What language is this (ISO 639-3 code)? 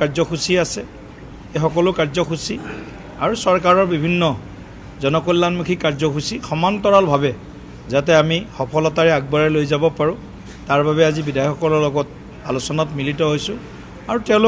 asm